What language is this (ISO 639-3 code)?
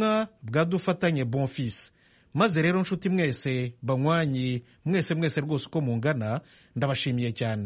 kin